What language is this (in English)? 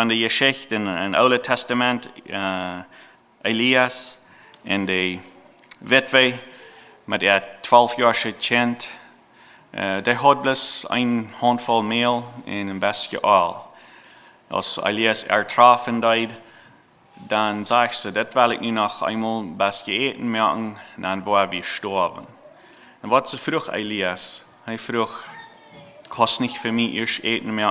Plautdietsch